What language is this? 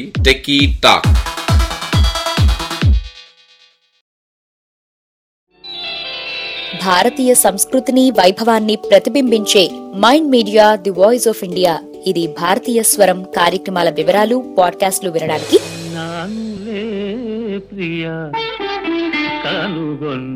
Telugu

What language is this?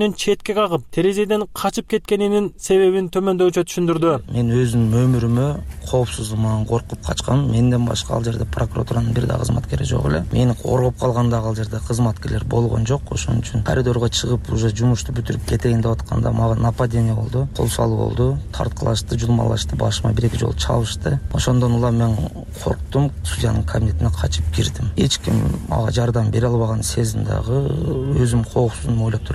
Kyrgyz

